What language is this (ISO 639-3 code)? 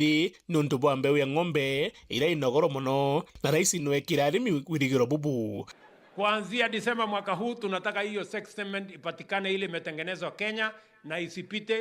mer